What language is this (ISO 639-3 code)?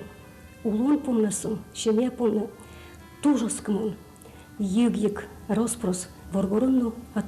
udm